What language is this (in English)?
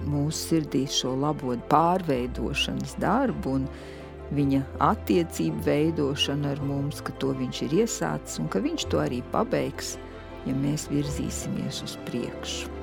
Latvian